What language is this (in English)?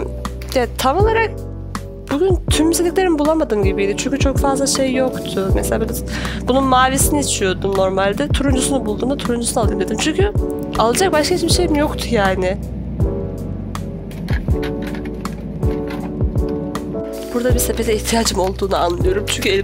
Turkish